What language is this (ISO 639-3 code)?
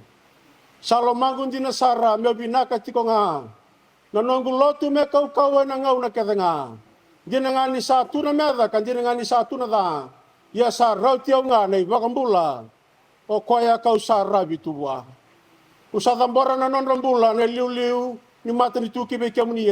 fij